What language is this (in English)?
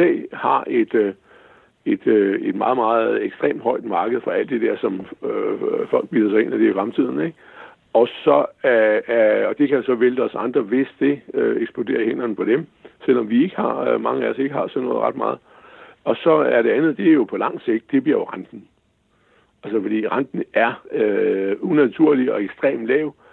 Danish